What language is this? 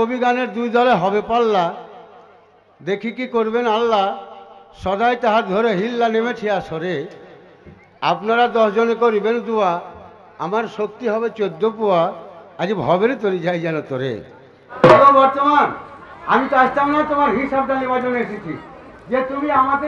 Bangla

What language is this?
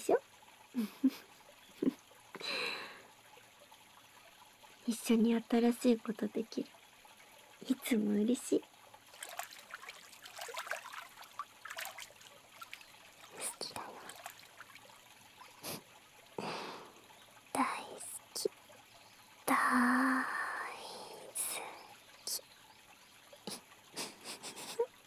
Japanese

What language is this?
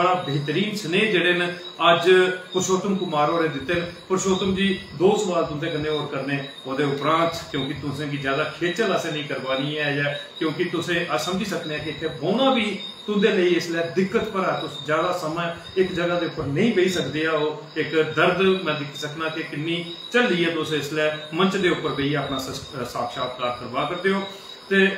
Dogri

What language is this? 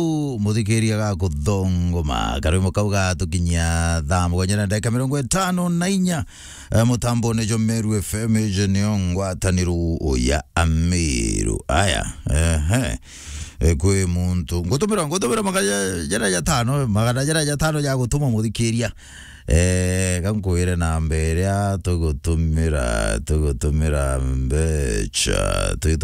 Meru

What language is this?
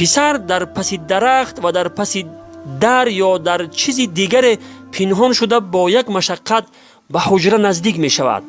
Tajik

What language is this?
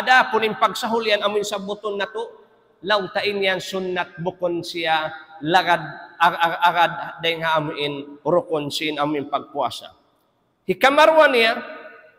Tausug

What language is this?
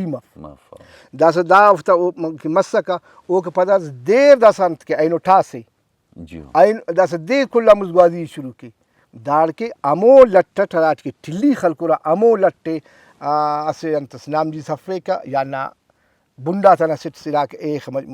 Brahui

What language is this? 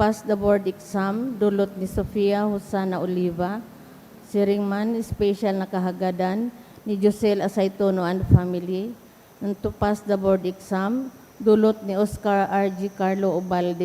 Bikol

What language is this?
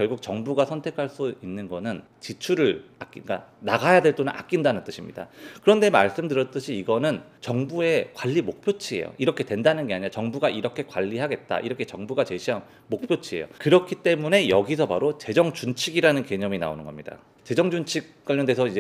Korean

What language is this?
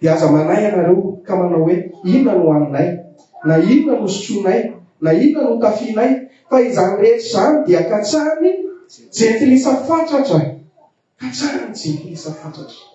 Malagasy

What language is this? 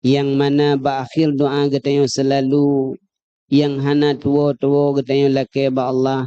Achinese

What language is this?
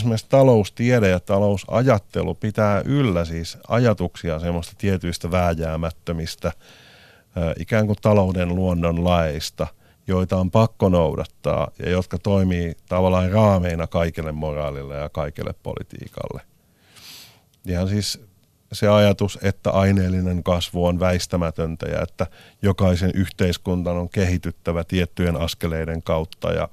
Finnish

